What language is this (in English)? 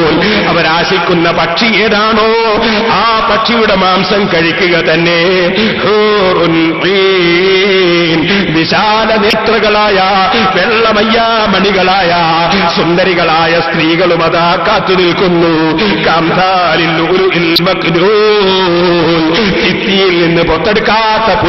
Malayalam